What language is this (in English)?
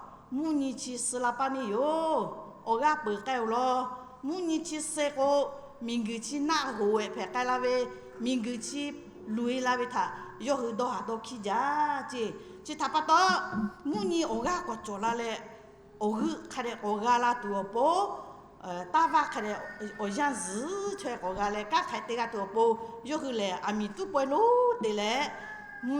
Lahu